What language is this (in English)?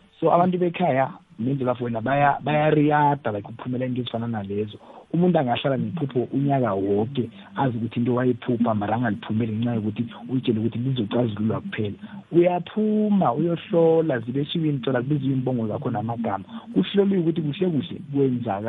South Ndebele